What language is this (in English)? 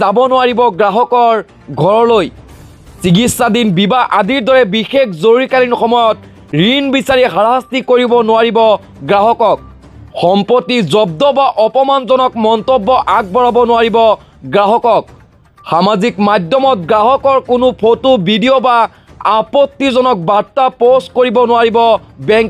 Assamese